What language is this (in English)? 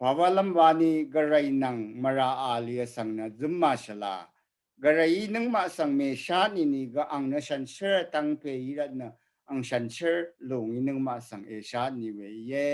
Rawang